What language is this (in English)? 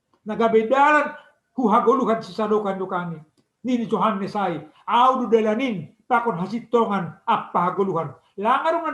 Batak Simalungun